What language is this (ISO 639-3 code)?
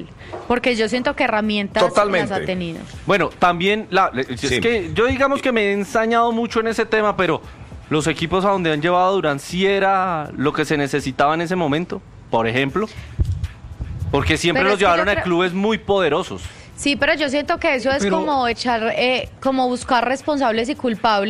spa